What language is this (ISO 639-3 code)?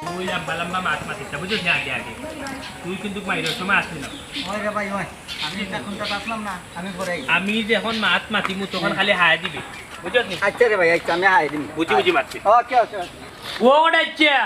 syl